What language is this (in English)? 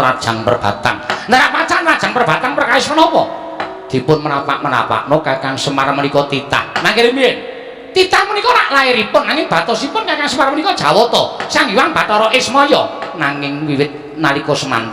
Javanese